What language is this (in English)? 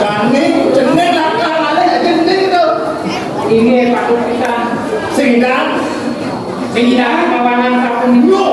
Balinese